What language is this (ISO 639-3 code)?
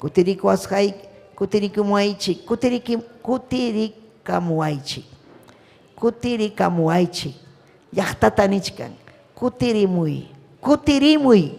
quy